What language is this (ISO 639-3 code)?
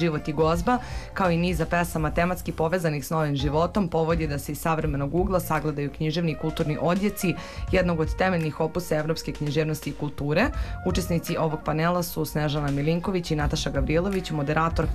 srp